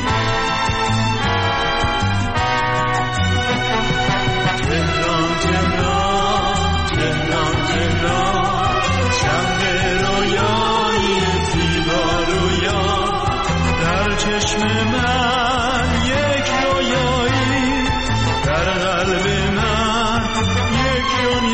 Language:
Persian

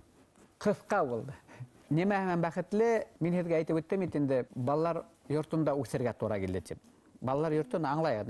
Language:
Bashkir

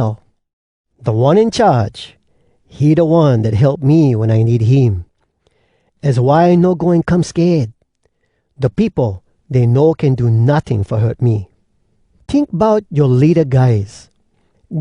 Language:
Hawai'i Creole English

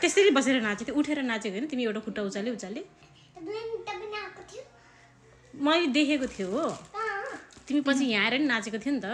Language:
Nepali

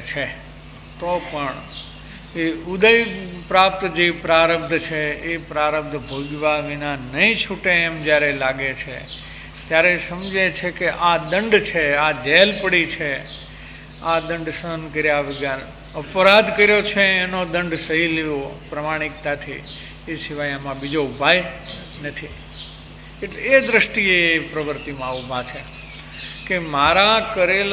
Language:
Gujarati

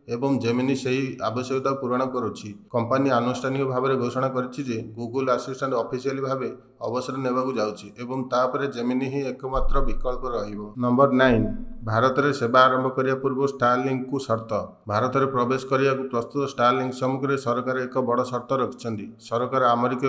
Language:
Odia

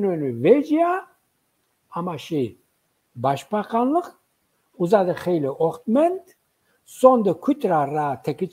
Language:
Zaza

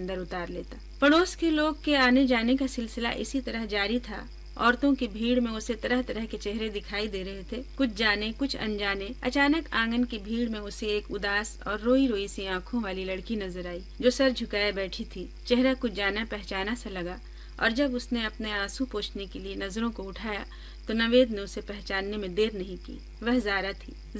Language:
Urdu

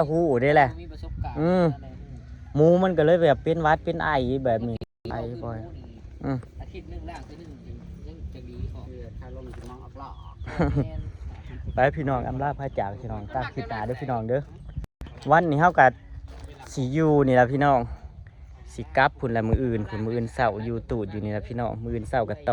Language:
Northeastern Thai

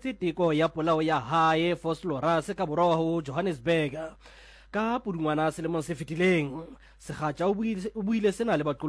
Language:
Southern Sotho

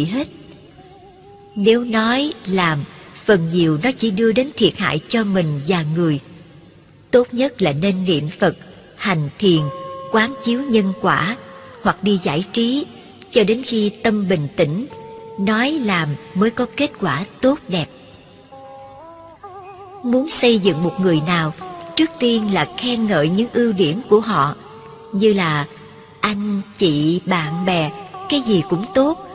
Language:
Vietnamese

